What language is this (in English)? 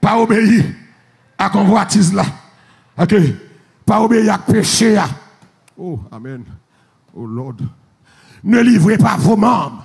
Haitian Creole